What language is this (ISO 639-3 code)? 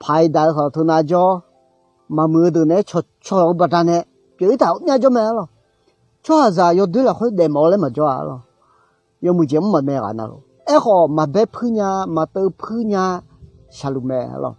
ahk